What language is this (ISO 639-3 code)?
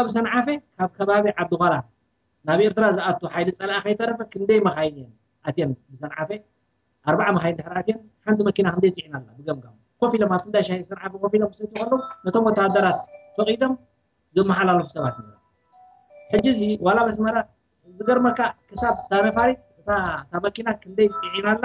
tir